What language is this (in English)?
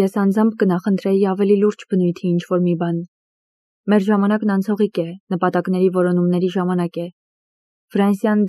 Armenian